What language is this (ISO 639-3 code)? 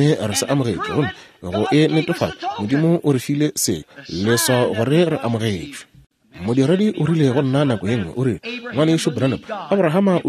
nso